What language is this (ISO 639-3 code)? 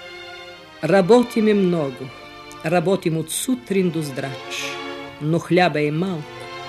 bul